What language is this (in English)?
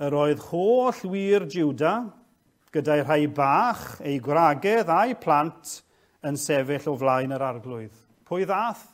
Welsh